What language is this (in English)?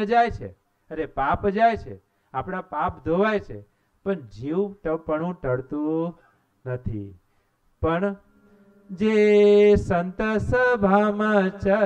Gujarati